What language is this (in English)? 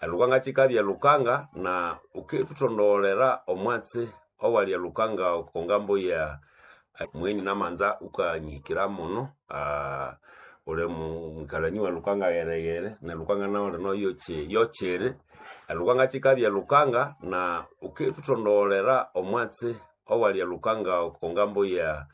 Nande